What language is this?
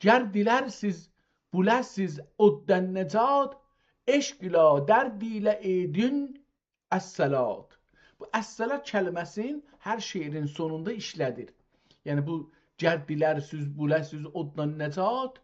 South Azerbaijani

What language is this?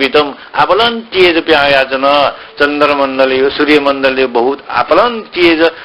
Newari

